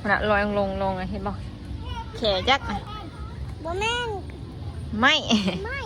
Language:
Northeastern Thai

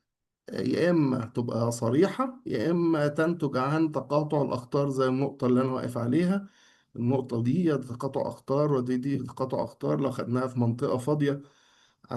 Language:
Egyptian Arabic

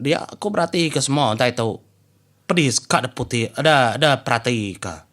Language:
Iban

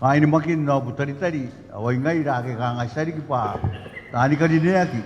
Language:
Gilbertese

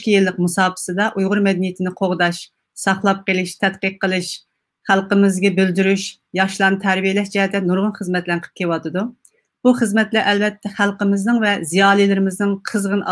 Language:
Uyghur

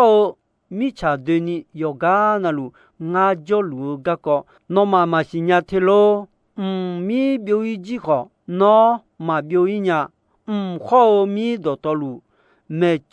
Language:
Akha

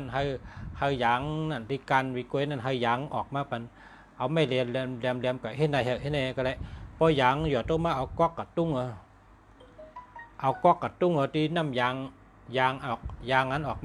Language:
Shan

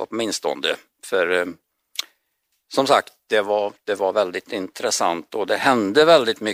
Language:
Swedish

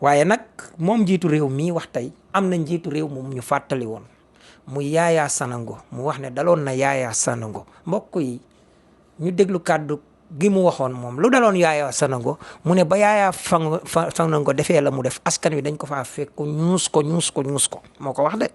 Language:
Wolof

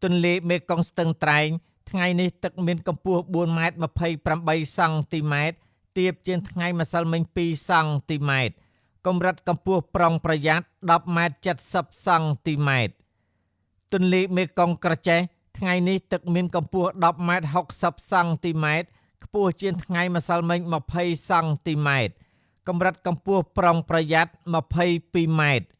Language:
Khmer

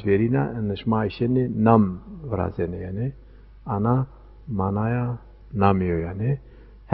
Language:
Zaza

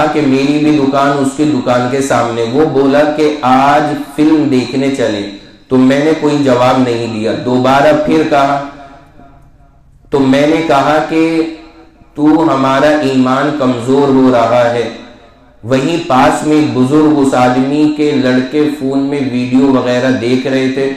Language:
Urdu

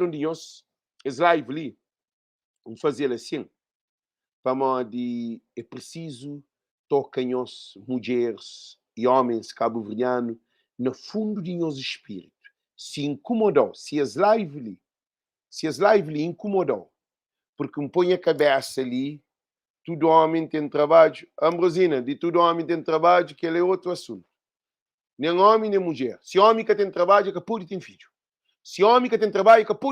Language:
Kabuverdianu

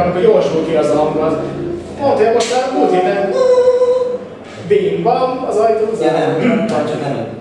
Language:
Hungarian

